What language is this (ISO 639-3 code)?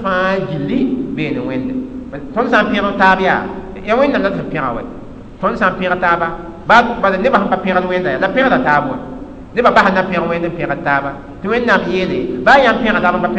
mos